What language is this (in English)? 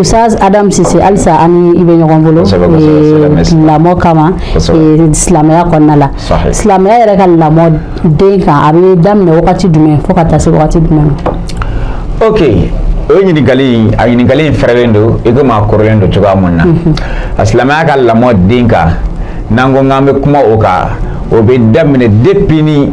Bambara